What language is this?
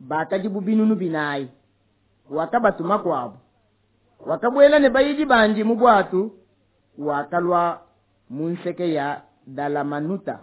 Luba-Lulua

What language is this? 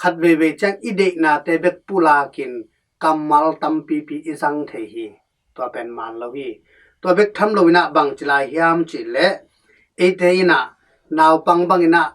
Tedim Chin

